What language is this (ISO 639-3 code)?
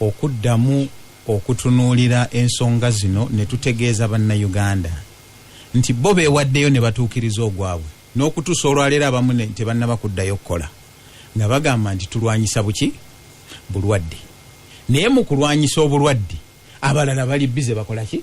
lug